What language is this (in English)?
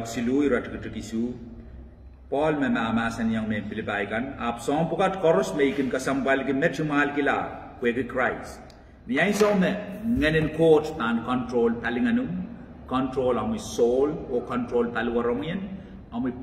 Pohnpeian